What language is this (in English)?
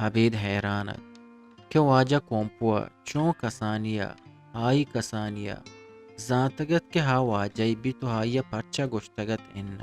Eastern Balochi